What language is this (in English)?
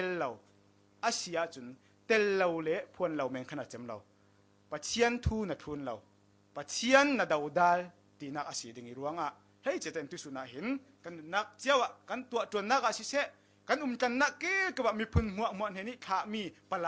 Falam Chin